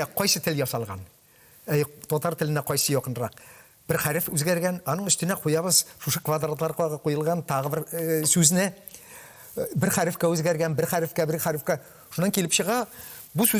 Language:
Tatar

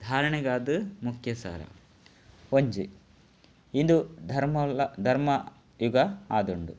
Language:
Tulu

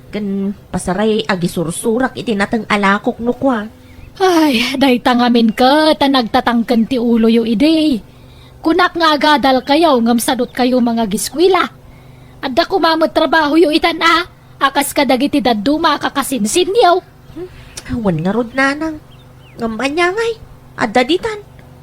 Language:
Iloko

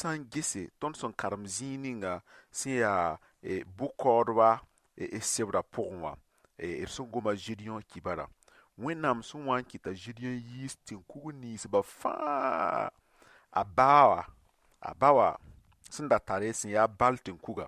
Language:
Mossi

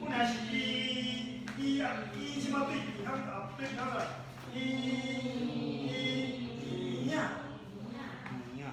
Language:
Min Nan Chinese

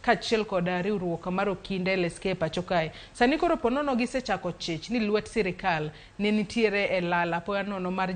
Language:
Luo (Kenya and Tanzania)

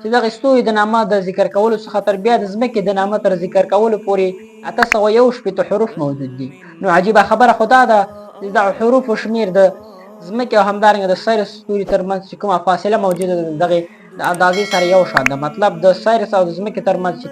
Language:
Pashto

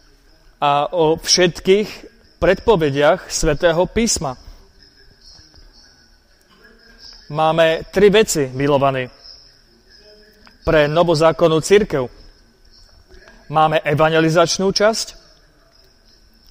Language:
Slovak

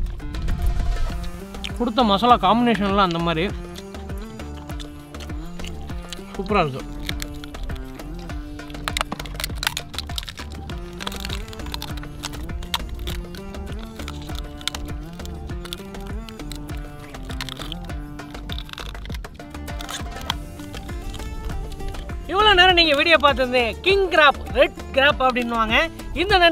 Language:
Tamil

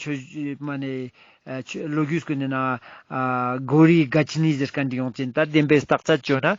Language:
Ladakhi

